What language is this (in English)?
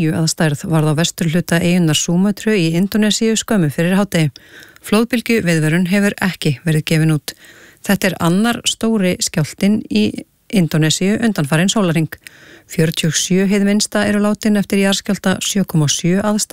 Icelandic